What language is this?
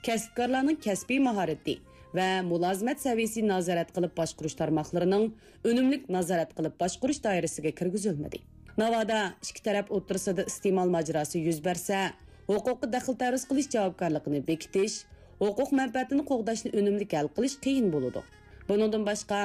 Uyghur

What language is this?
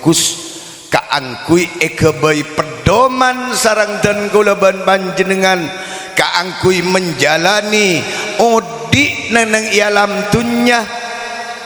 Madurese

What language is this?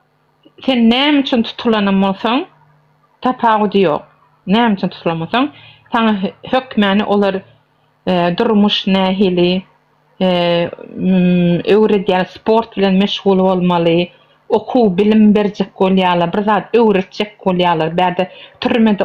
Turkmen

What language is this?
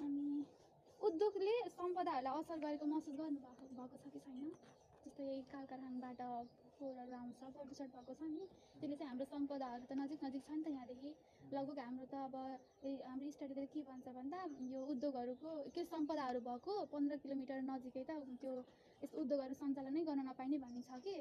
Nepali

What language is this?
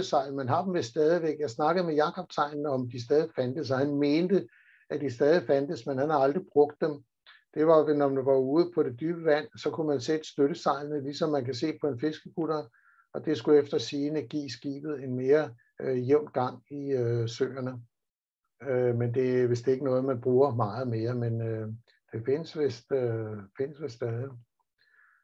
Danish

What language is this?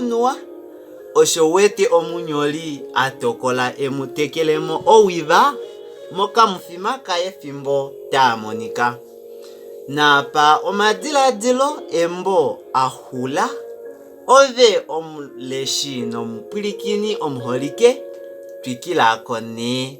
Kuanyama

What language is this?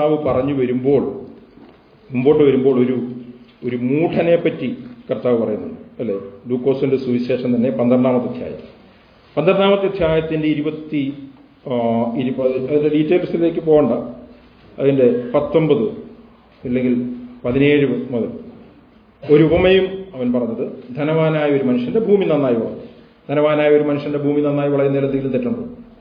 Malayalam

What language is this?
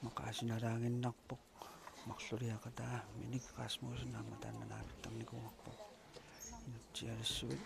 Kalaallisut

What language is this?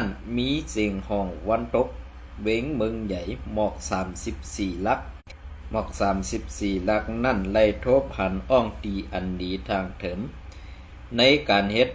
Shan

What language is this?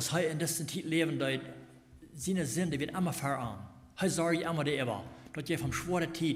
Plautdietsch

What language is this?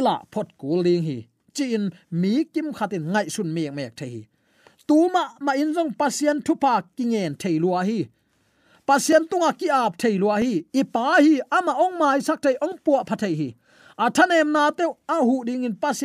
Tedim Chin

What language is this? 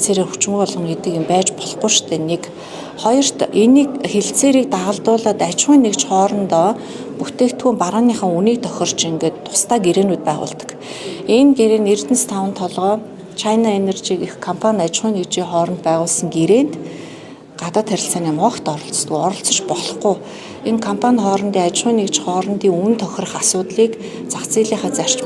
Mongolian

